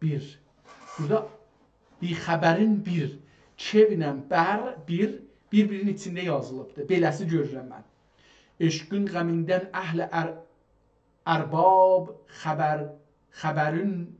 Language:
South Azerbaijani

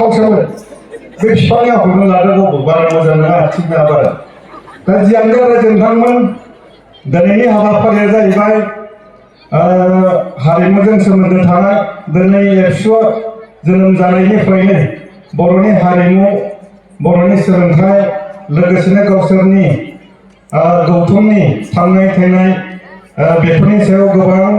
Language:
Bodo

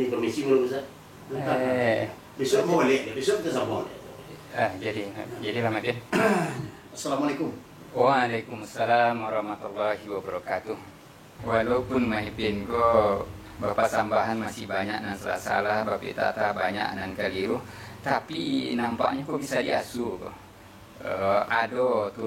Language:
Minangkabau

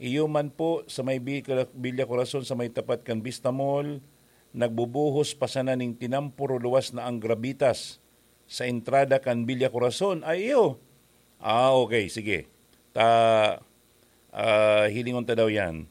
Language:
Bikol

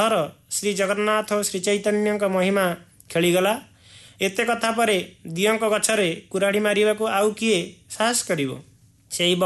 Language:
Odia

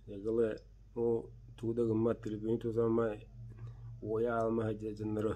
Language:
Yakut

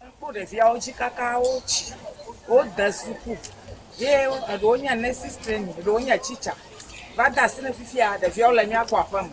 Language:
Ewe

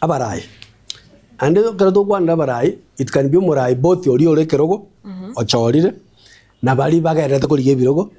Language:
Gusii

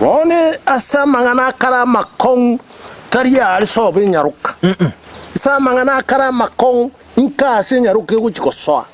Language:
Gusii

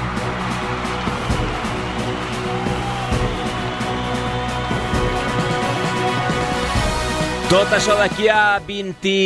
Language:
Catalan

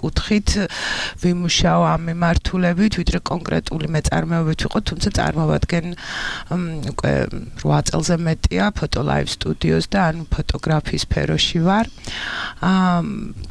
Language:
Georgian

